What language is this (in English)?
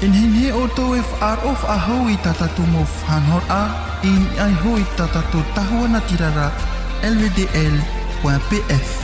Tahitian